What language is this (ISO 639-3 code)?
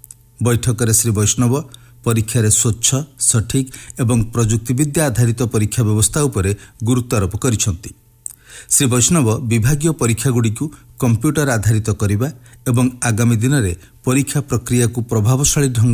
ori